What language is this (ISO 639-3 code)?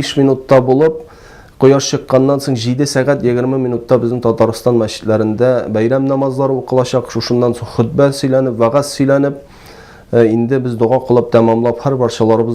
tat